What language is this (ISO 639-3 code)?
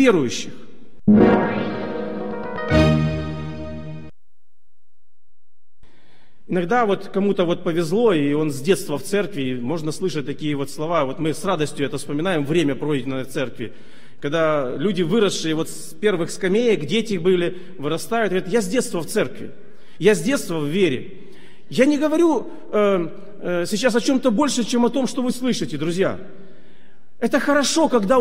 rus